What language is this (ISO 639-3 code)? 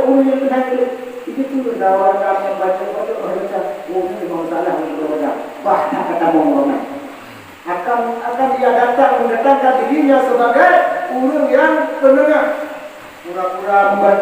ace